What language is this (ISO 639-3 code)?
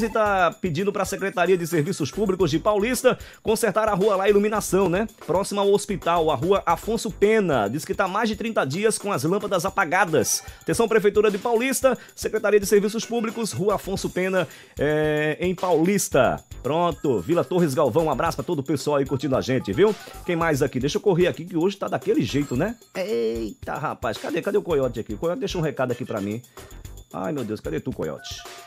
por